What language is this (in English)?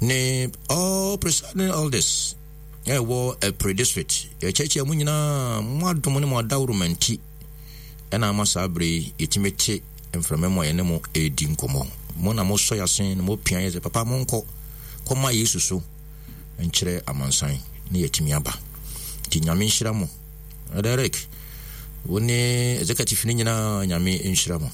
Akan